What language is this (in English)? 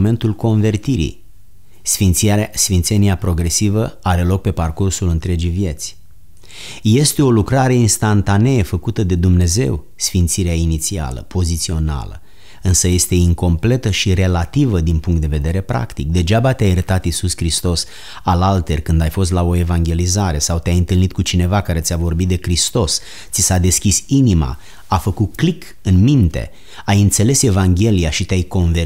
Romanian